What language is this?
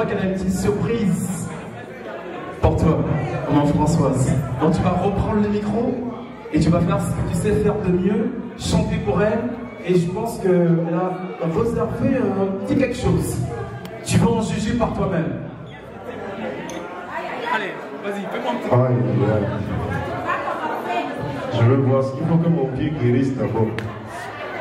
French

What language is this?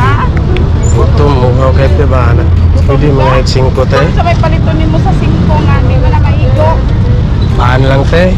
Cebuano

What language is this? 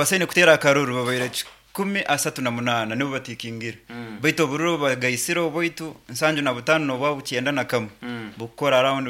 Nyankole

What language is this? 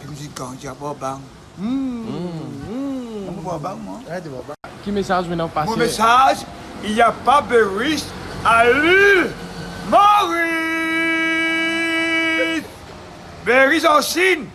Morisyen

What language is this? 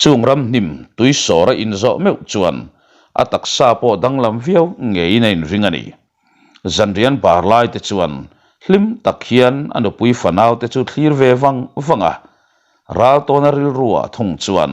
Mizo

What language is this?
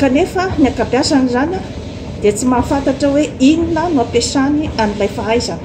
Malagasy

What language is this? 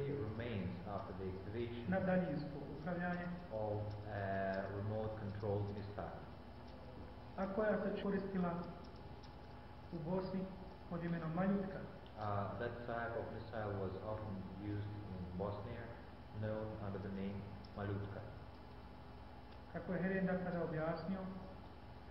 Bosnian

